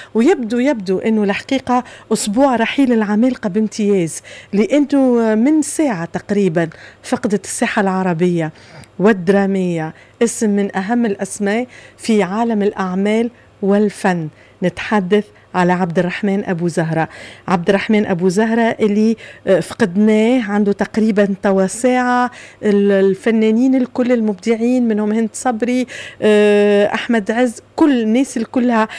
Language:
Tunisian Arabic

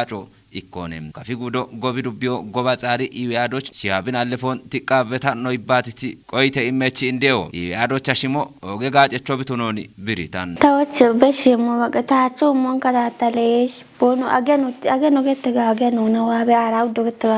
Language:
Kafa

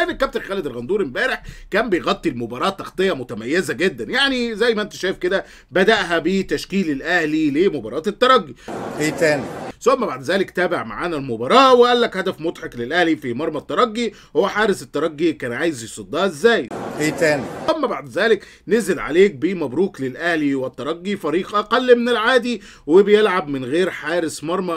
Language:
Egyptian Arabic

